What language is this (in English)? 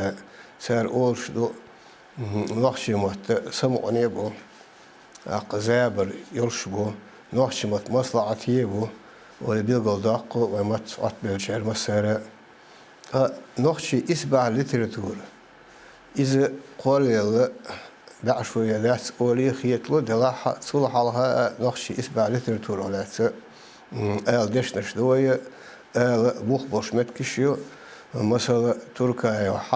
Chechen